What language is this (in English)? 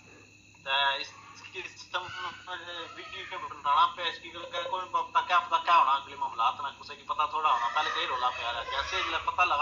Pahari-Potwari